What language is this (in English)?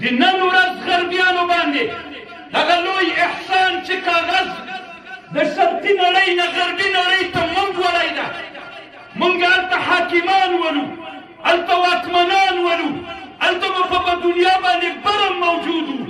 Pashto